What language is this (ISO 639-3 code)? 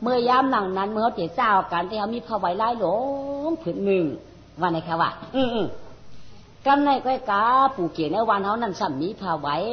shn